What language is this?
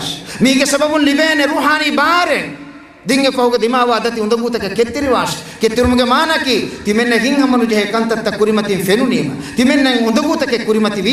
Divehi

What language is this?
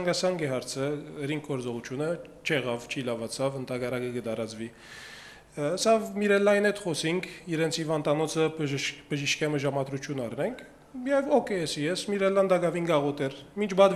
Western Armenian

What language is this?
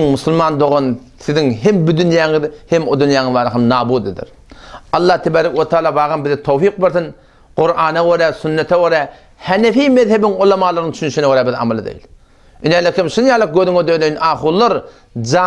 Turkmen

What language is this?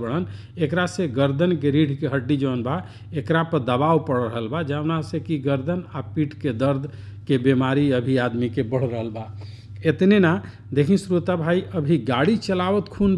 Bhojpuri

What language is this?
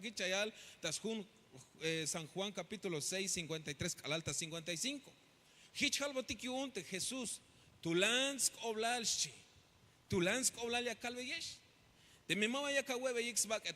Tzeltal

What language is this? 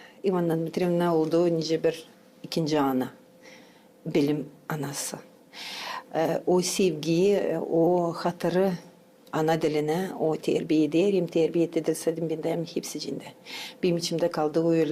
Gagauz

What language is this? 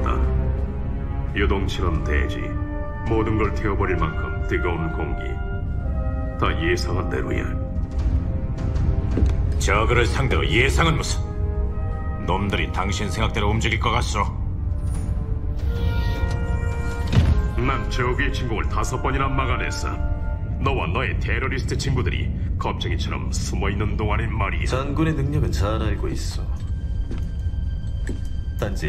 Korean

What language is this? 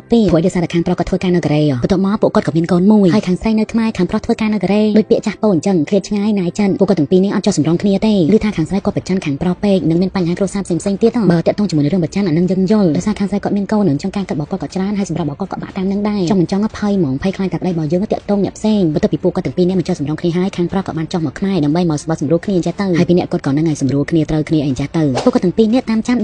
Khmer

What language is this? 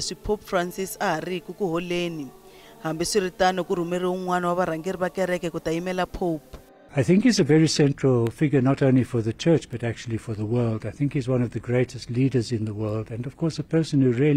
Tsonga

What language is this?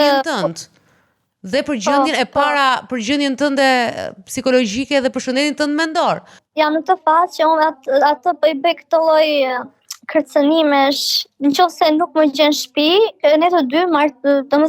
Albanian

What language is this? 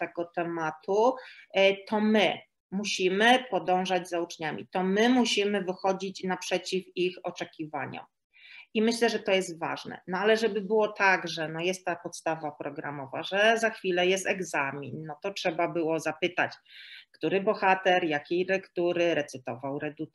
Polish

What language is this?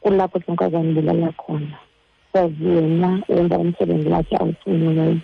Xhosa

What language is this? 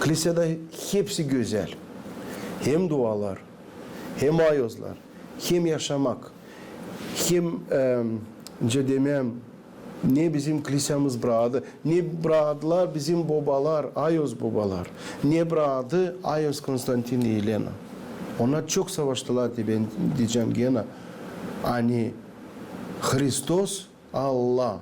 Gagauz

